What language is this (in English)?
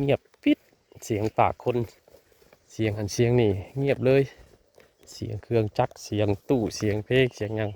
Northeastern Thai